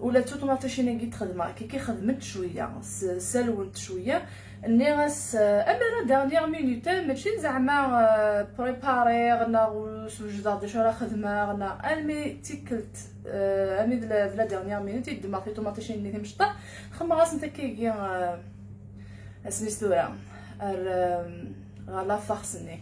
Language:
Kabyle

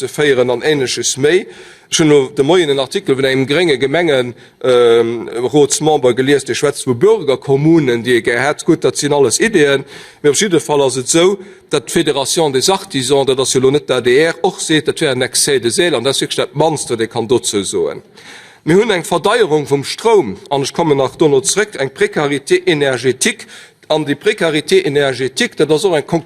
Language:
Luxembourgish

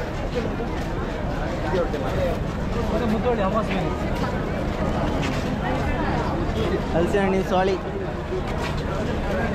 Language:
Kannada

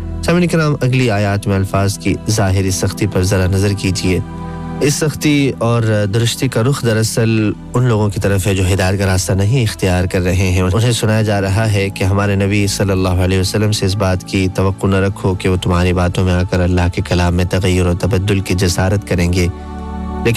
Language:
Urdu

